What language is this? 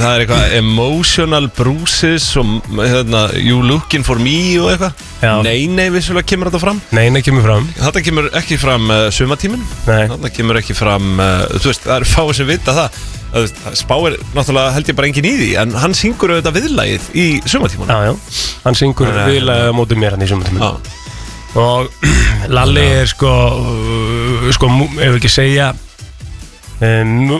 Icelandic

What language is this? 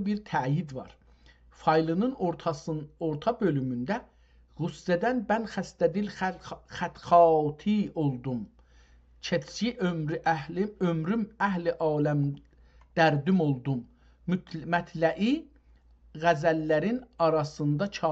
South Azerbaijani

